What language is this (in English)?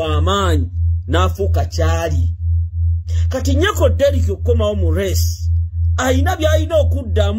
Ganda